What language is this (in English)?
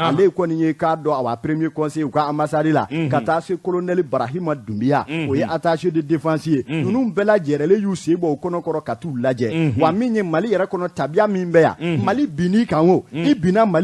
Bambara